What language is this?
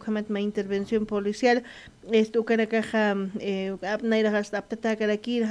Aymara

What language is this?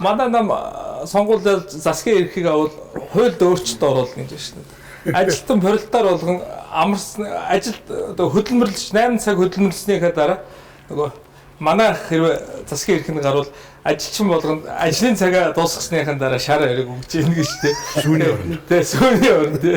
Mongolian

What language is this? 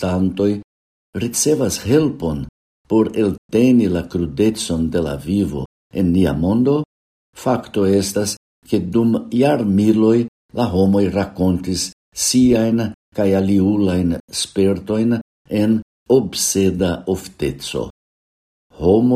Esperanto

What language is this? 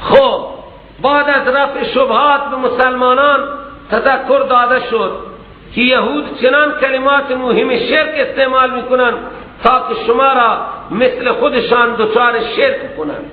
Persian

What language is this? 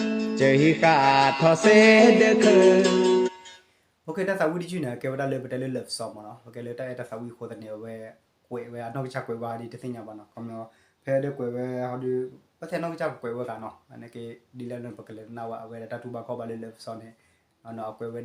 S'gaw Karen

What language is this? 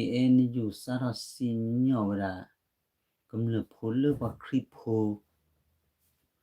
S'gaw Karen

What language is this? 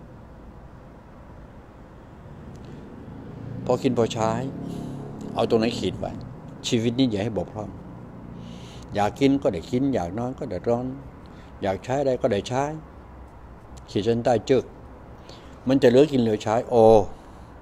Thai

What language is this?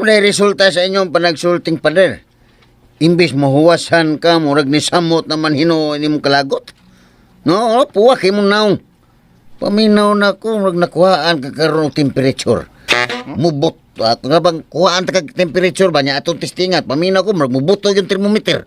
Cebuano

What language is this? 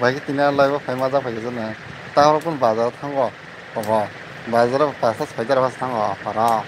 Kok Borok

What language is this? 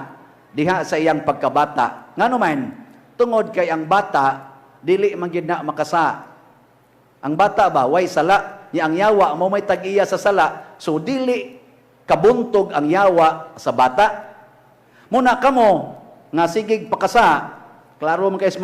Cebuano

